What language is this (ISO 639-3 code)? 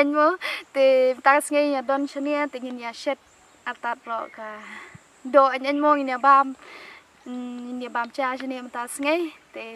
kha